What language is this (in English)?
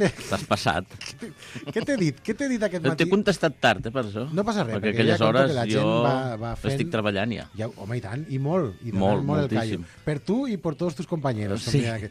Catalan